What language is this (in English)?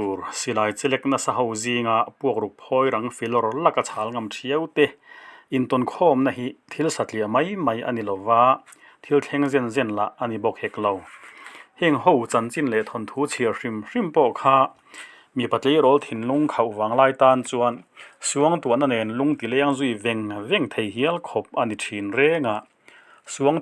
Mizo